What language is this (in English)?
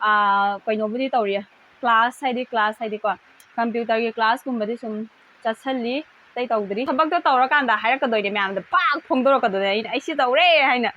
Manipuri